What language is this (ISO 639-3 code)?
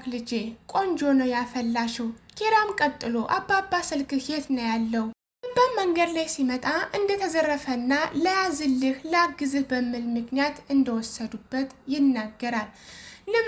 amh